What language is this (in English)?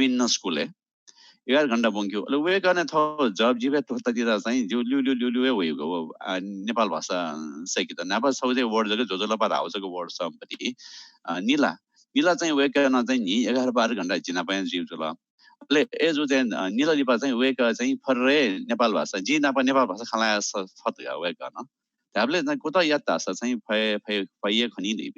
Newari